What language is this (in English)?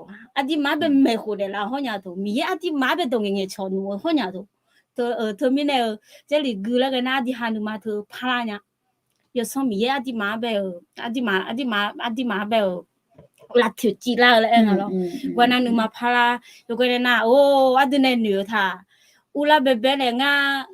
Akha